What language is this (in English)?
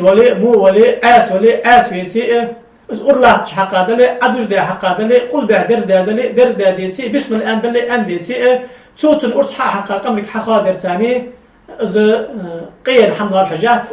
Ingush